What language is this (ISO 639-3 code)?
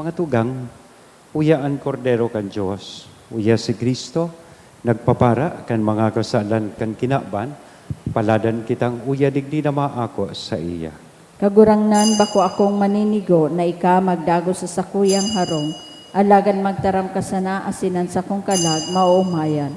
bik